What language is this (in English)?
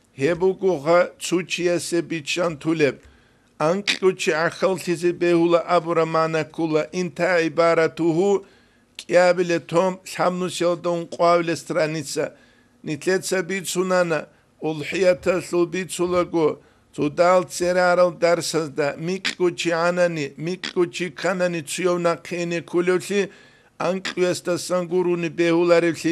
Avaric